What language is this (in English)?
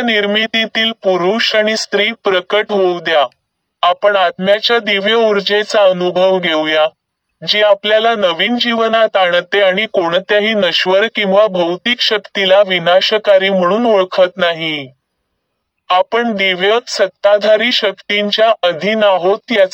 Marathi